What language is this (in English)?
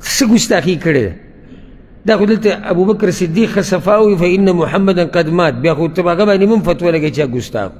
Pashto